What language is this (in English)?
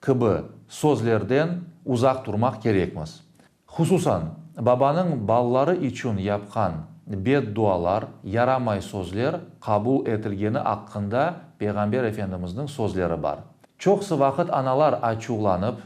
Crimean Tatar